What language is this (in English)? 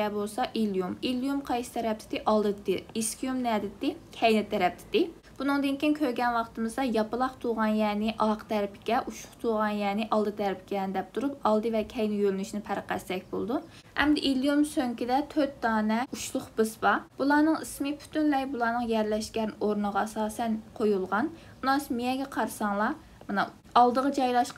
Uyghur